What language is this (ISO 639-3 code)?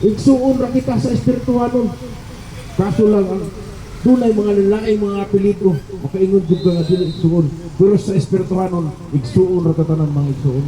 ceb